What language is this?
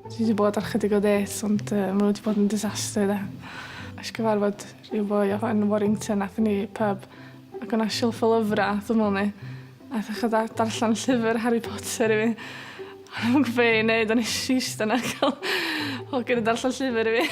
Welsh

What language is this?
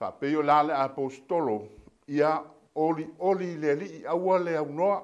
Samoan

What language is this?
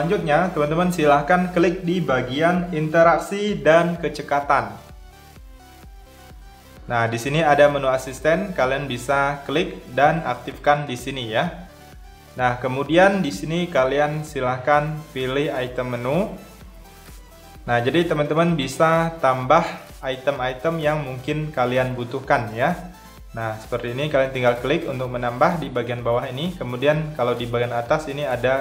Indonesian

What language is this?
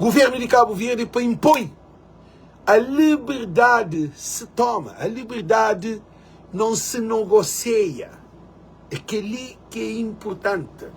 Kabuverdianu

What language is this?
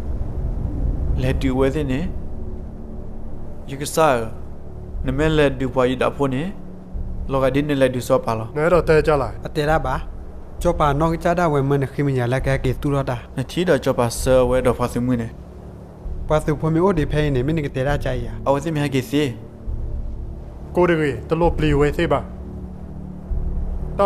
S'gaw Karen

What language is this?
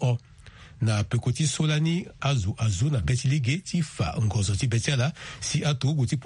Sango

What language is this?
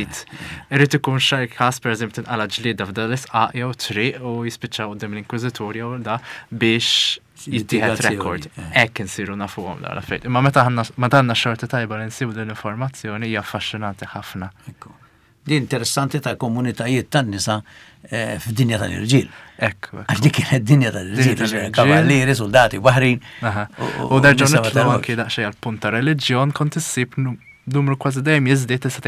Maltese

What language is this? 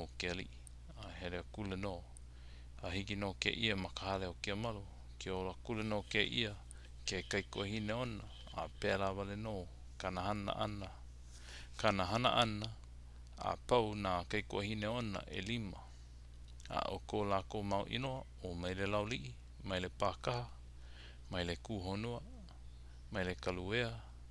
Hawaiian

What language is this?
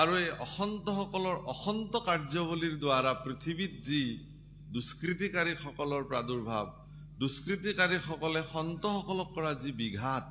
Assamese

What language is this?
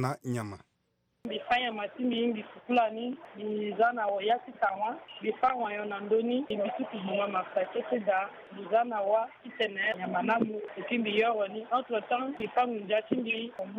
Sango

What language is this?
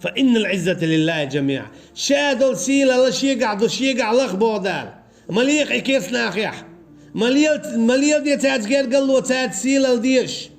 Chechen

